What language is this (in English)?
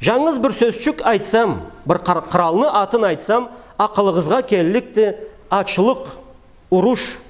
Karachay-Balkar